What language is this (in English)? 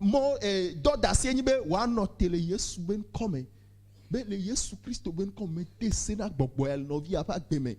Ewe